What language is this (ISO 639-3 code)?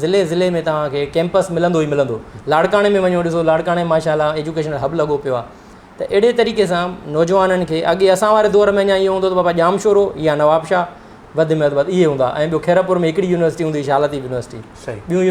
snd